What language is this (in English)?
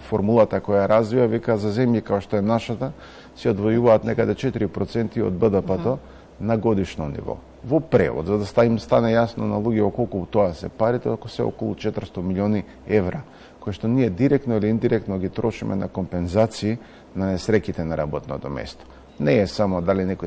Macedonian